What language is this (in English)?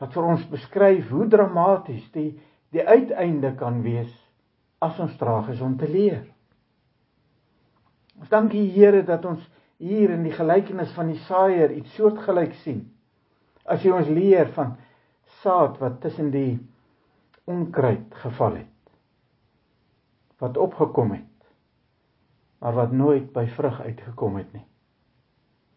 Afrikaans